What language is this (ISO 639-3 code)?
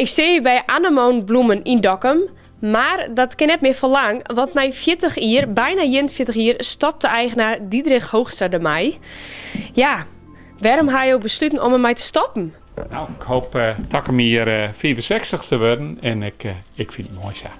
fry